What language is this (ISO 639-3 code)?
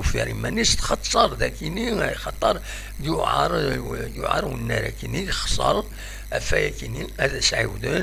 kab